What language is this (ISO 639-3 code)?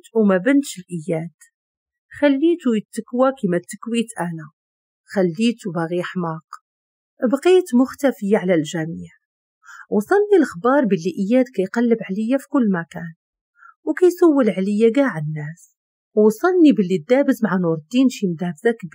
ary